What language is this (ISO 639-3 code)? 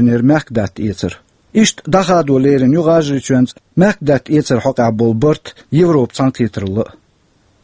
che